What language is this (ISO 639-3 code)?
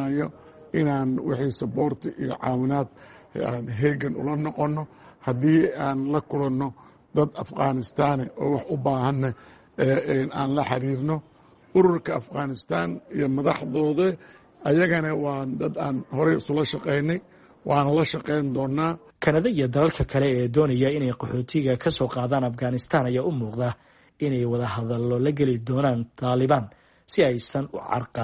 som